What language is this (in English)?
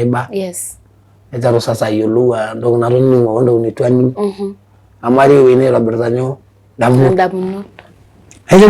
Masai